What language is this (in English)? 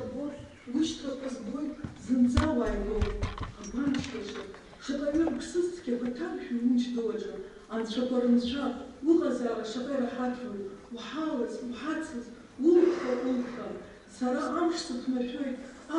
Abkhazian